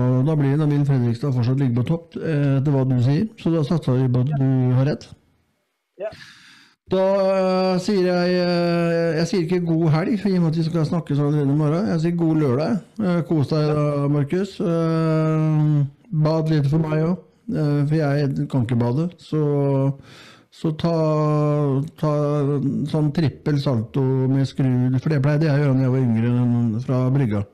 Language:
Norwegian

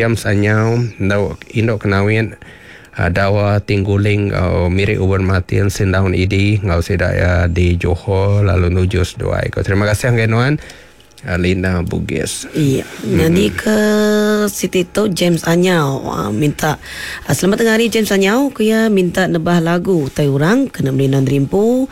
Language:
Iban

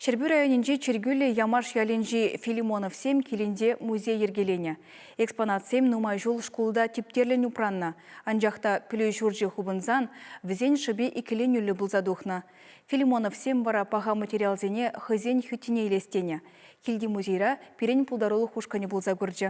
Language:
Chuvash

